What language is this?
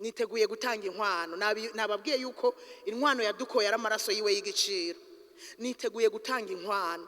Rundi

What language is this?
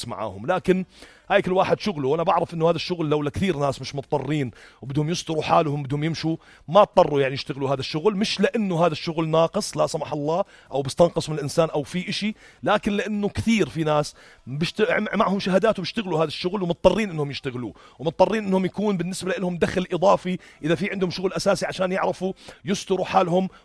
North Levantine Arabic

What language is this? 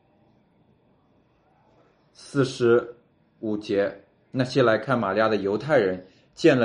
Chinese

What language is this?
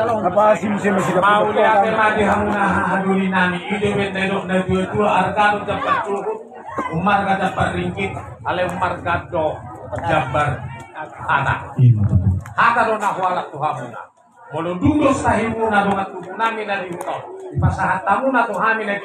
Batak Toba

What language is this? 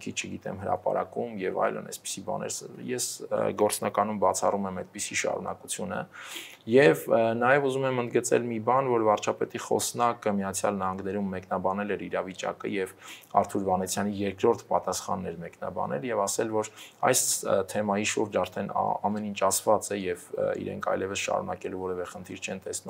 Armenian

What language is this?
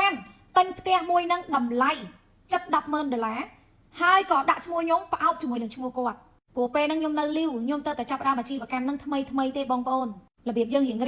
Khmer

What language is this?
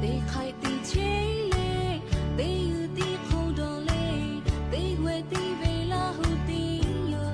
Lahu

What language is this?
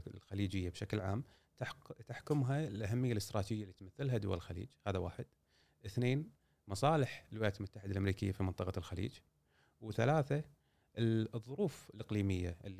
Gulf Arabic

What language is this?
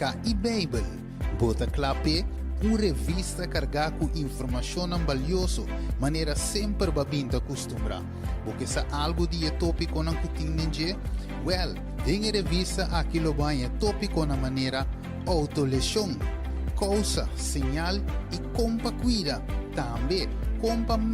Papiamento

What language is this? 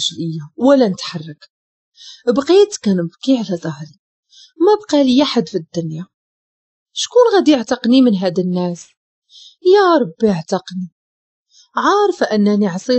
Moroccan Arabic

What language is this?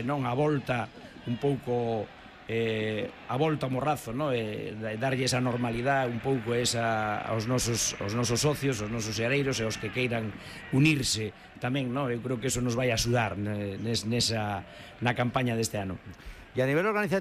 Galician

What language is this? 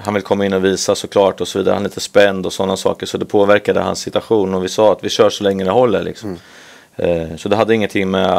Swedish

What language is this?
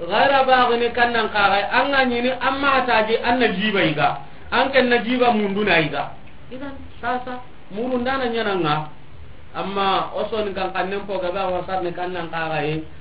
Soninke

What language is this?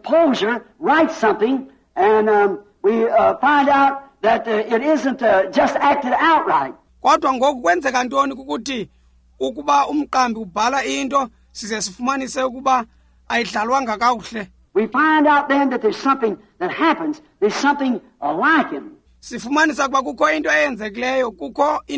Xhosa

